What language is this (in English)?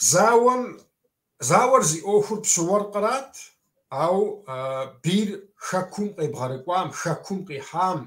Kabardian